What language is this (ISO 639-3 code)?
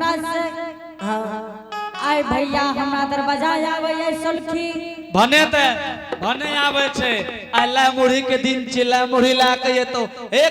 anp